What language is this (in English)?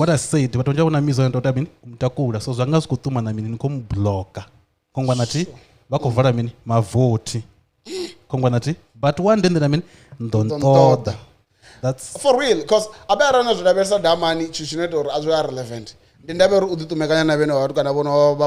Venda